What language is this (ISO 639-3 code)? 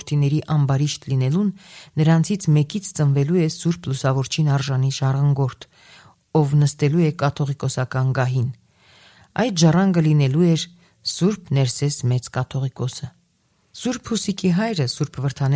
hye